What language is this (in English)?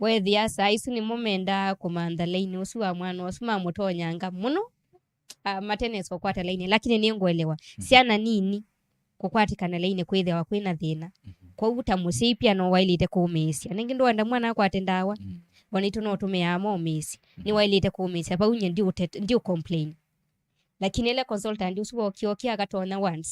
Kamba